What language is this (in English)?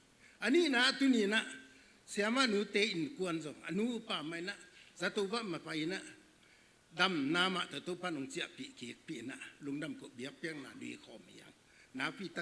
Tedim Chin